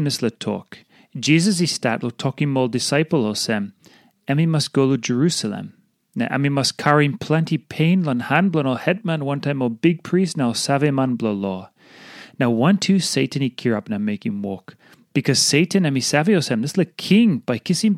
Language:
Tok Pisin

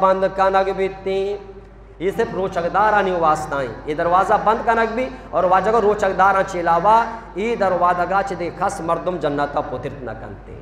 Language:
Eastern Balochi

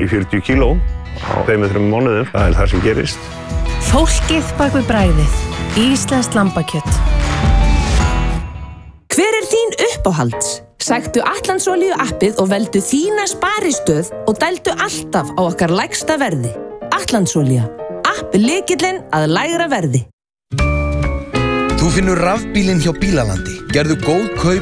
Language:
Icelandic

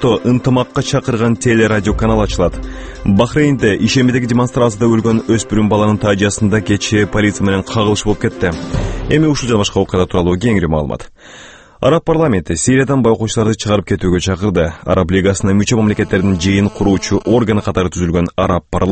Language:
Kyrgyz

